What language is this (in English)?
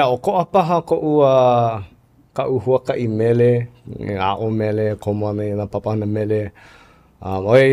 Hawaiian